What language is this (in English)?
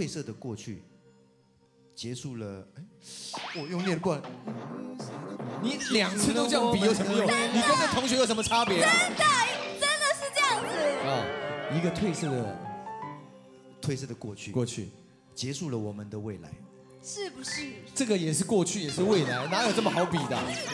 Chinese